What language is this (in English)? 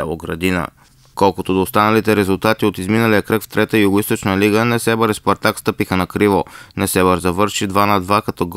Bulgarian